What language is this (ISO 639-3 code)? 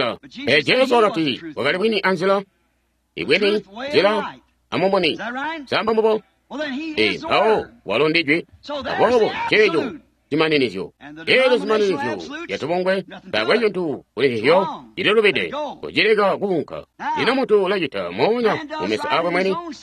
toi